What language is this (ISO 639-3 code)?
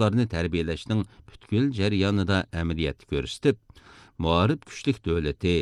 uig